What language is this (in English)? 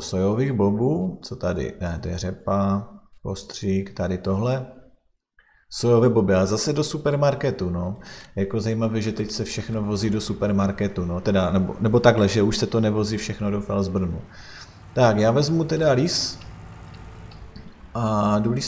Czech